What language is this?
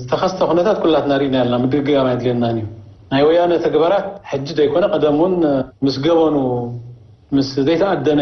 Tigrinya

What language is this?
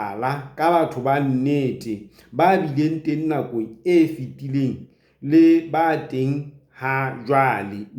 Southern Sotho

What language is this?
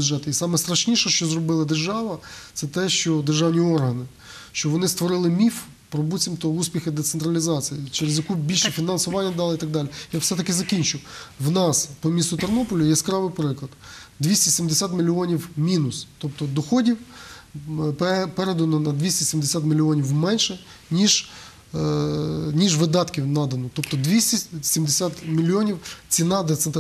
Ukrainian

